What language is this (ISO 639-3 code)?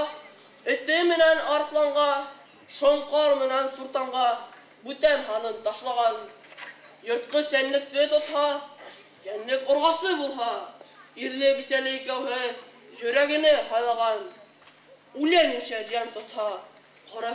bak